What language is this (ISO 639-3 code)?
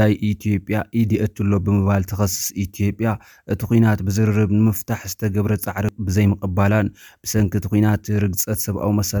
tir